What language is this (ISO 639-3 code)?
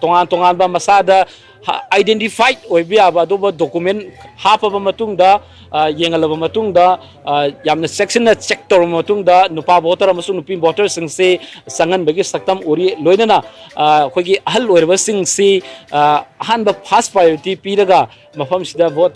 mni